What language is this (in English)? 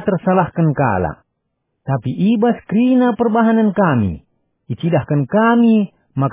Batak Karo